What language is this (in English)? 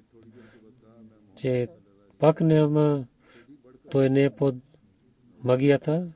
Bulgarian